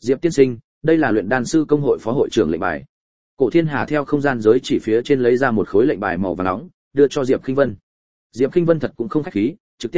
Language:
Vietnamese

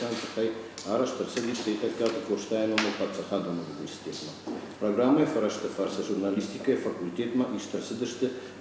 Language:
Ossetic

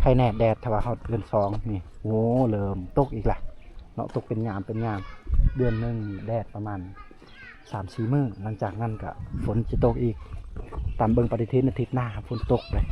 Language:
Lao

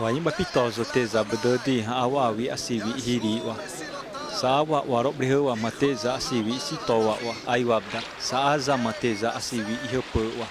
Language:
Xavánte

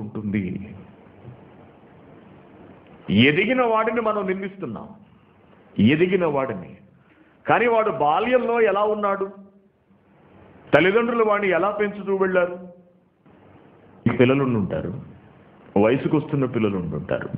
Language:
Telugu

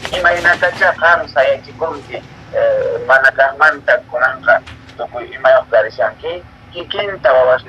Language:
Quechua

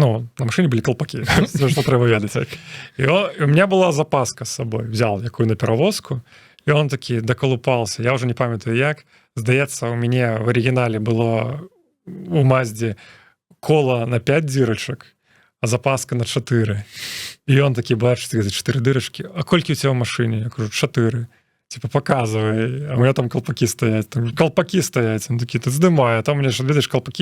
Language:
Belarusian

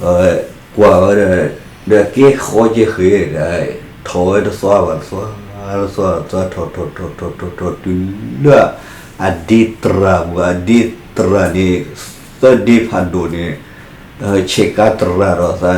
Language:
S'gaw Karen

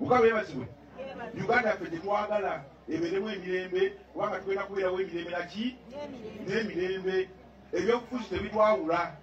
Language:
Ganda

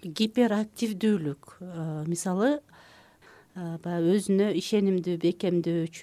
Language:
Kyrgyz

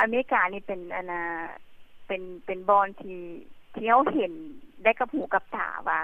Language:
Lao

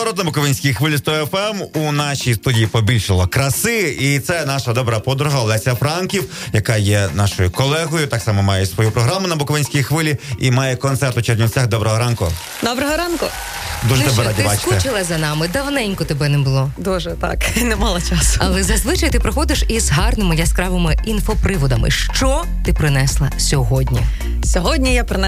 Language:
Ukrainian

